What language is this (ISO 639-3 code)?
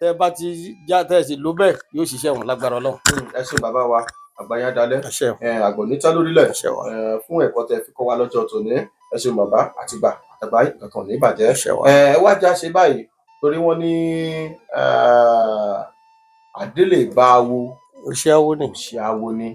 yor